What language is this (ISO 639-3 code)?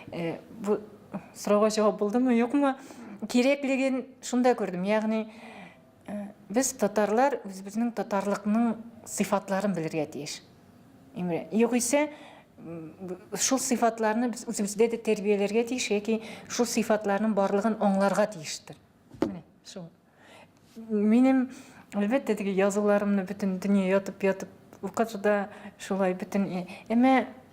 tat